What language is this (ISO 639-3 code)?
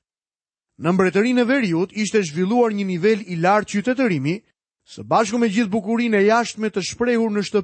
sqi